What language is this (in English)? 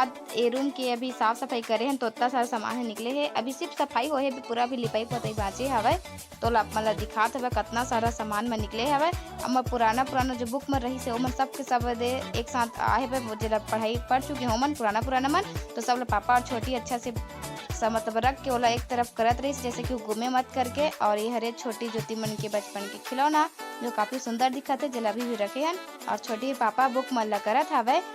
Chhattisgarhi